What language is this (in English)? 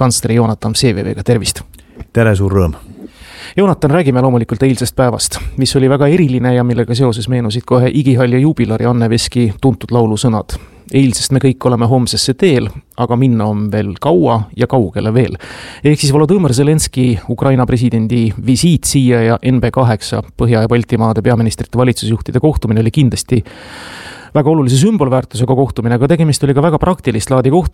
Estonian